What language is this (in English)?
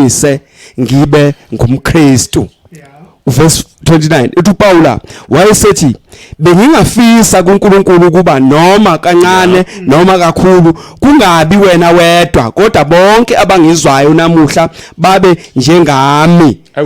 Zulu